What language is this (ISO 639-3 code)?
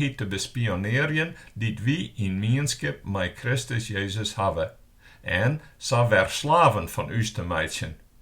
fry